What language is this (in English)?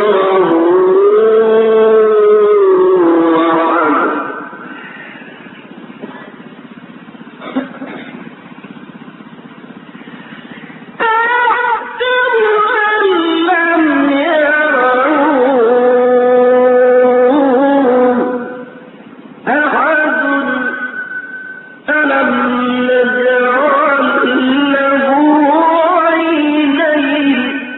Arabic